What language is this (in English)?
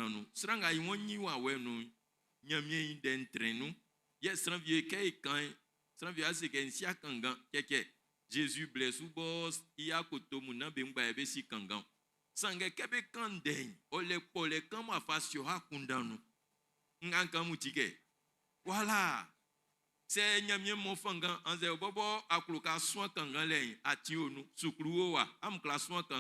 Baoulé